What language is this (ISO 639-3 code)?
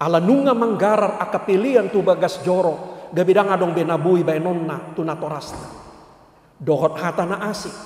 bbc